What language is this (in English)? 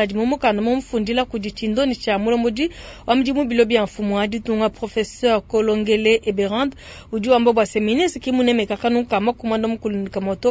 Luba-Lulua